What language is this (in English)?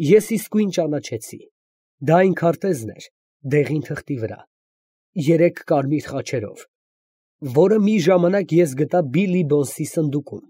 Armenian